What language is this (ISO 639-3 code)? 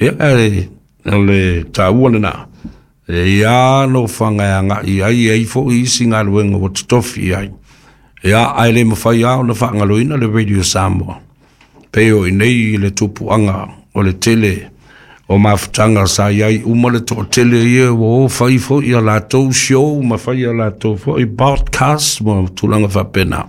smo